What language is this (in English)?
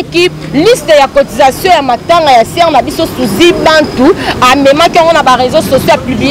Lingala